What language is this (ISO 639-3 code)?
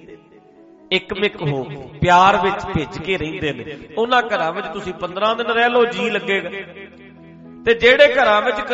pan